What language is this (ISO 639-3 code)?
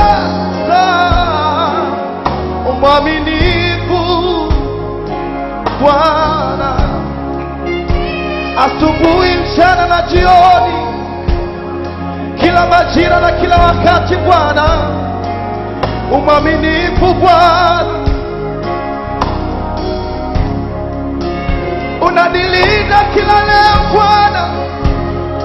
swa